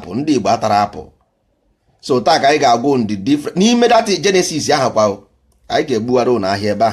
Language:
Igbo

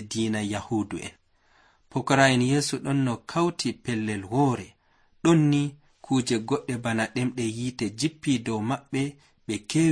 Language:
Nigerian Fulfulde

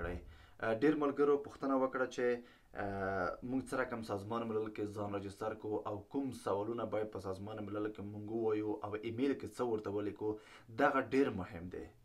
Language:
Pashto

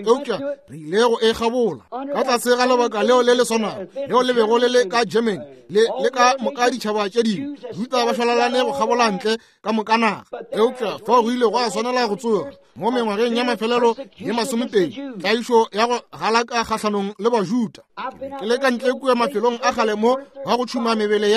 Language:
Northern Sotho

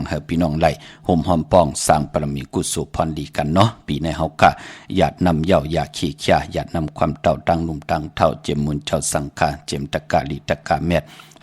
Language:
Shan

